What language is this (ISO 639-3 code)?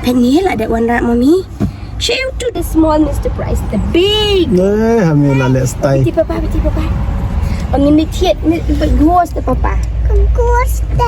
kha